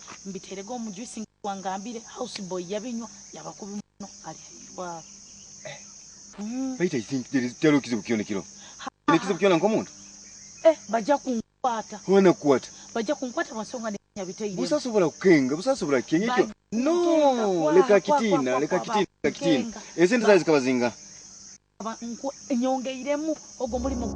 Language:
Nyoro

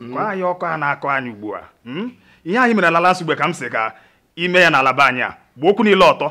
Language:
Igbo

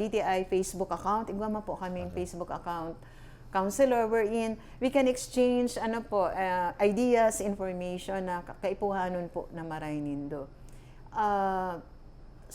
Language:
Bikol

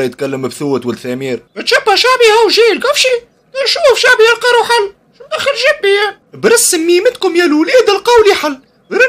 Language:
Tunisian Arabic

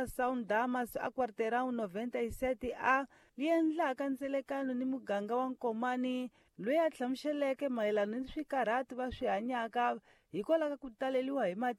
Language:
Tsonga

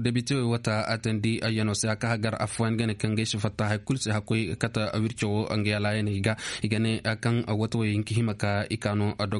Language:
Koyraboro Senni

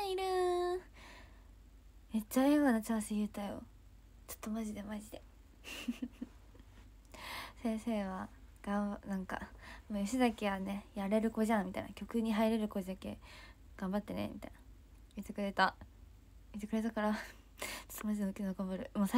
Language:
Japanese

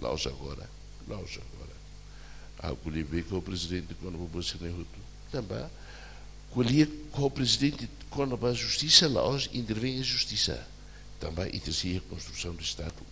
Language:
Tetum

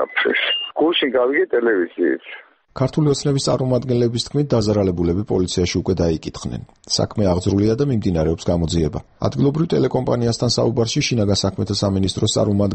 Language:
Georgian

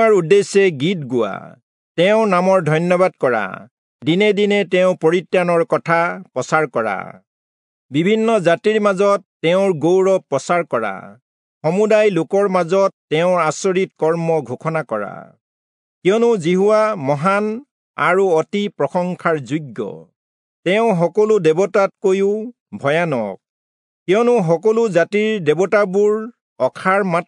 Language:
Assamese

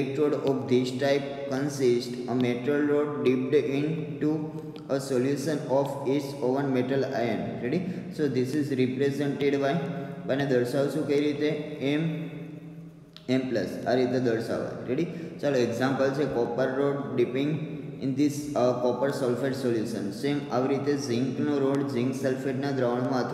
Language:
Gujarati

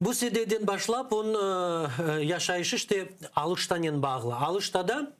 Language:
Crimean Tatar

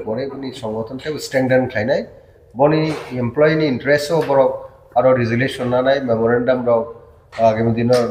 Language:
Kok Borok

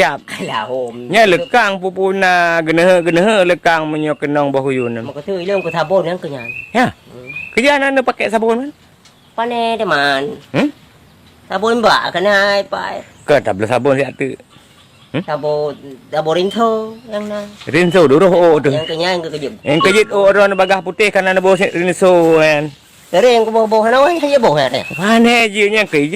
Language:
Achinese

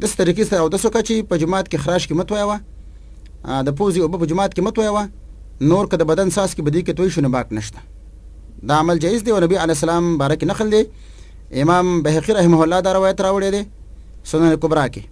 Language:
Pashto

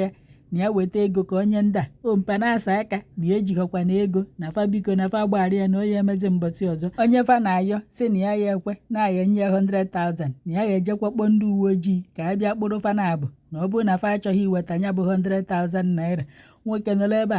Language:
Igbo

